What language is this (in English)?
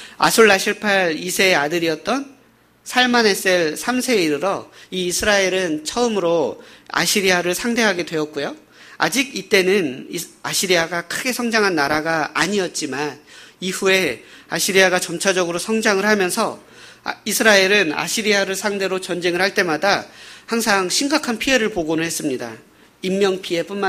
Korean